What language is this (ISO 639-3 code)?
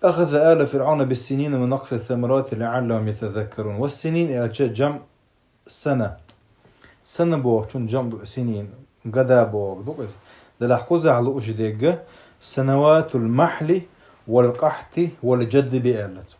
che